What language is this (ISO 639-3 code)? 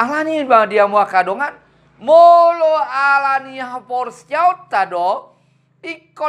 bbc